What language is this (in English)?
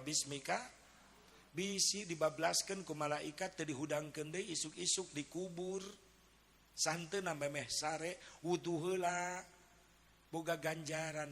Sundanese